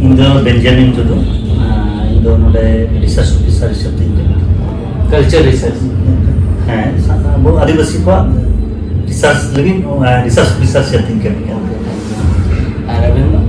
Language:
Santali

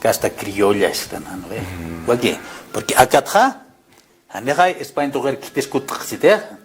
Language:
Aymara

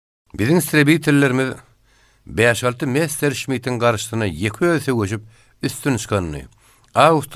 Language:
Turkmen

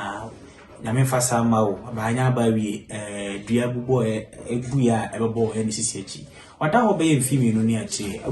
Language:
Akan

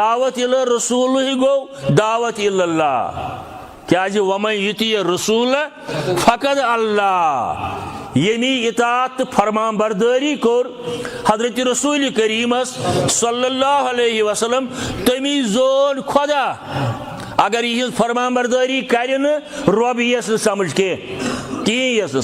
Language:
Kashmiri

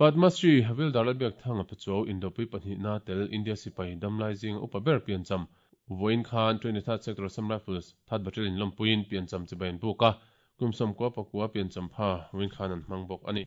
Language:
Mizo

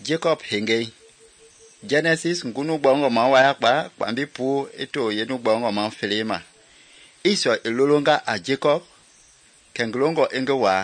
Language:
Mende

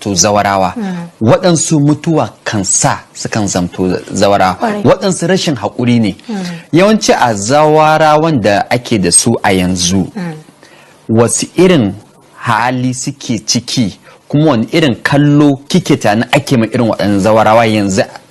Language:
Hausa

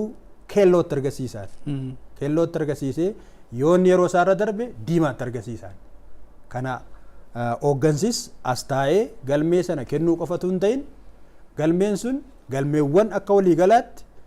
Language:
Oromo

